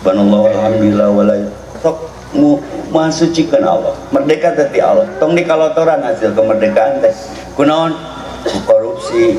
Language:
Sundanese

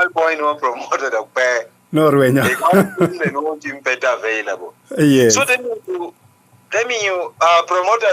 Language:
Acoli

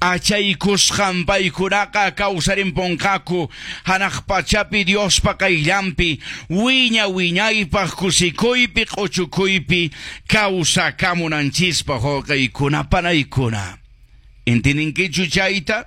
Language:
Quechua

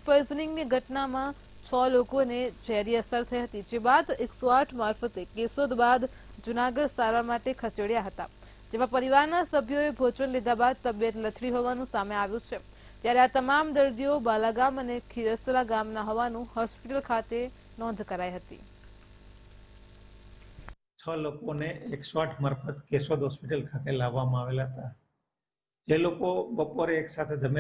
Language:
Gujarati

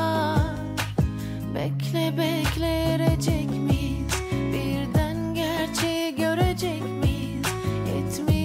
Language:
Turkish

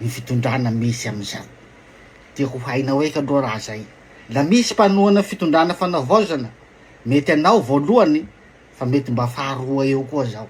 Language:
Malagasy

